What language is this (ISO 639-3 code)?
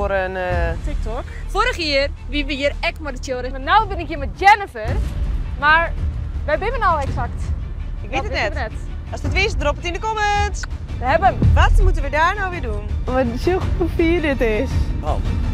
fry